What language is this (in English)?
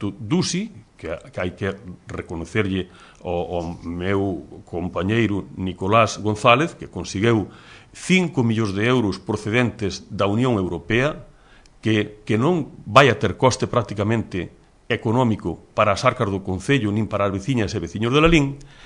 Galician